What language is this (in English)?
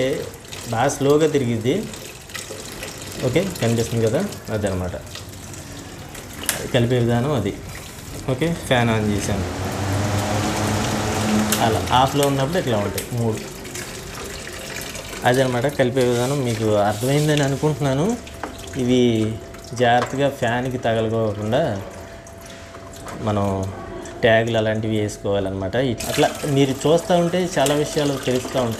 Telugu